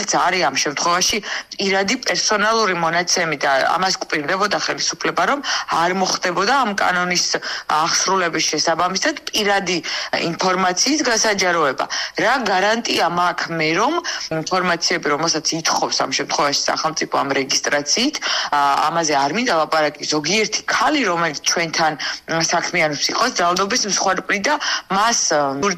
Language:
Georgian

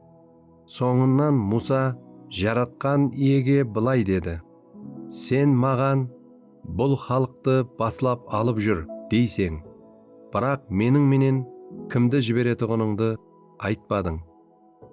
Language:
Kara-Kalpak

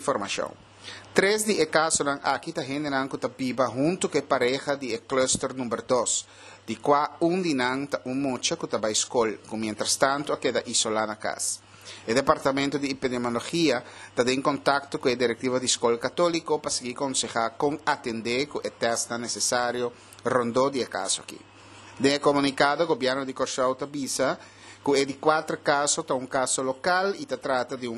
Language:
Papiamento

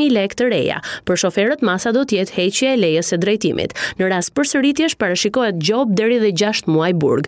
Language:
Albanian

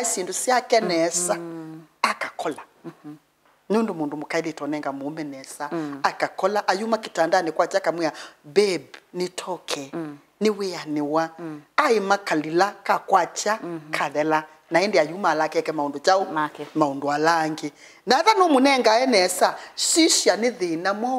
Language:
Kamba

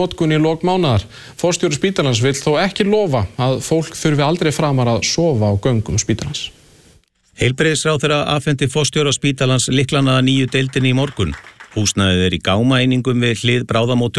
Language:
Icelandic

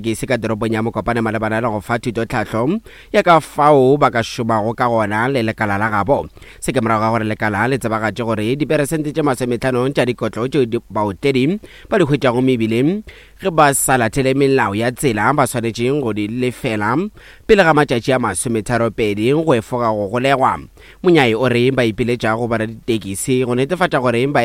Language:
Northern Sotho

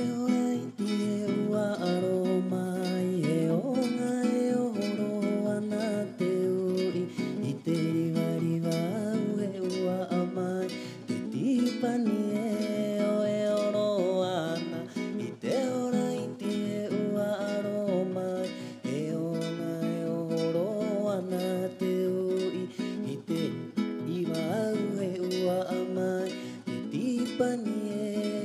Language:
Rapanui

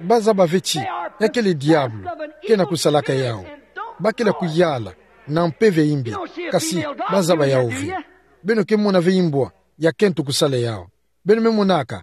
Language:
Kituba (Democratic Republic of Congo)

